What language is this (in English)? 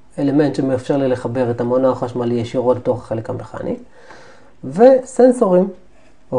Hebrew